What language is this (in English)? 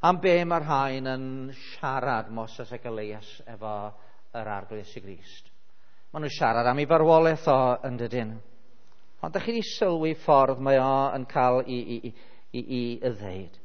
Welsh